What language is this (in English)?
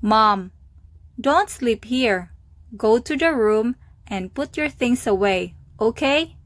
Cebuano